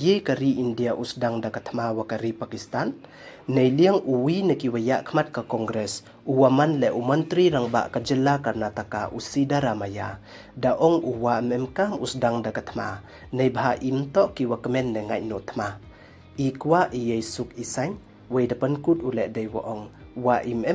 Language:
Pnar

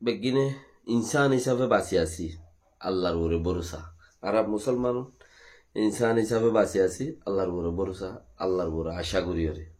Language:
Rohingya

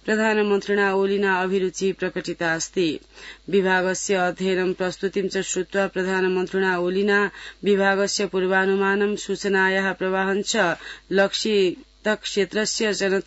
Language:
Sanskrit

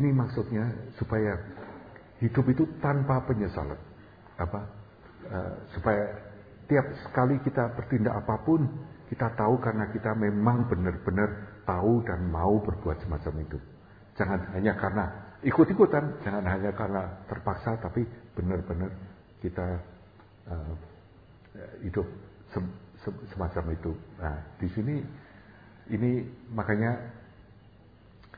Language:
Indonesian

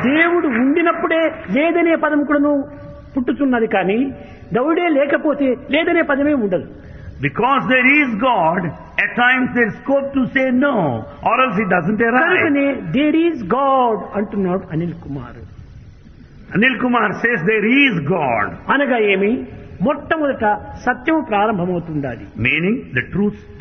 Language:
Telugu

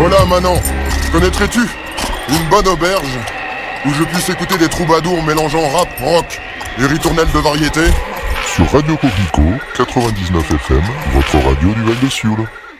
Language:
French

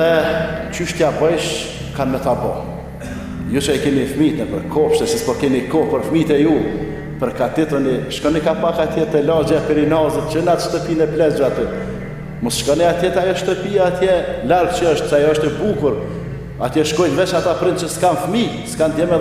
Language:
Albanian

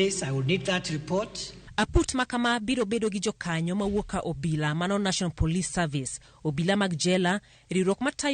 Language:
Luo (Kenya and Tanzania)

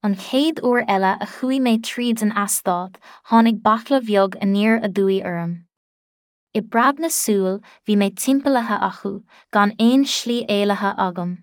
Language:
Irish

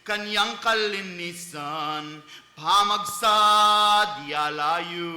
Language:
Pampanga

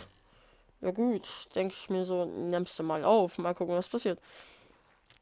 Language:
German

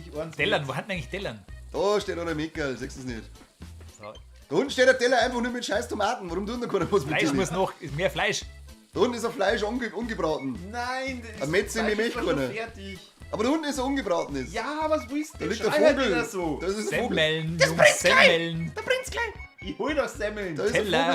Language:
Bavarian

